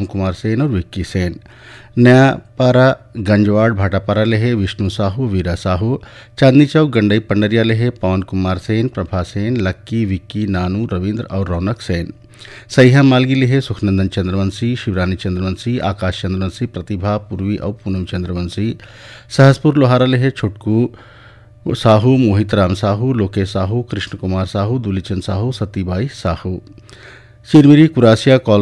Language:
Chhattisgarhi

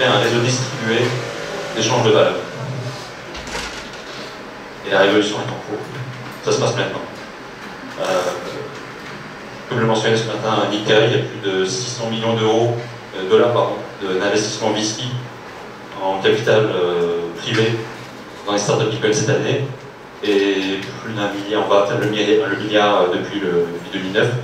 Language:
French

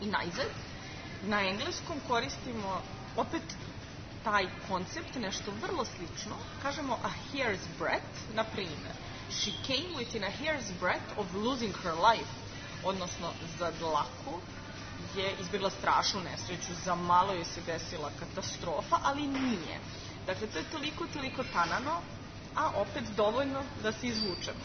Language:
Serbian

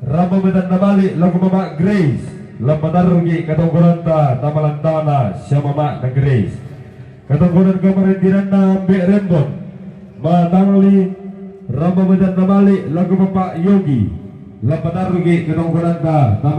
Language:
Toraja-Sa'dan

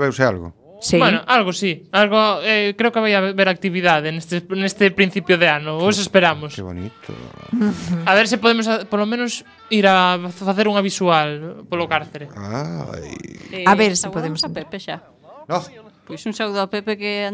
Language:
Galician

